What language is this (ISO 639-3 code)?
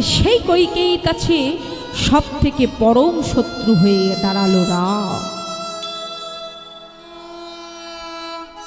ben